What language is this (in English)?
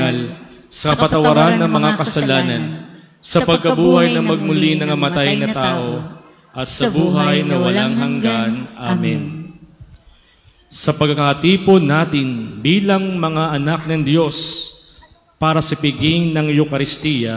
Filipino